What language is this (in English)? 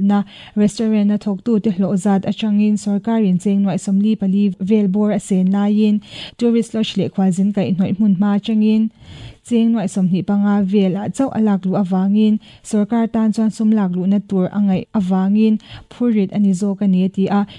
Mizo